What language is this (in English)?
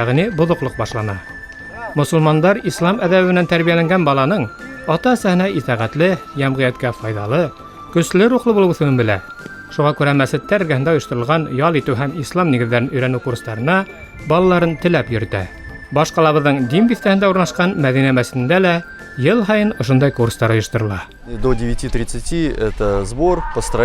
Bashkir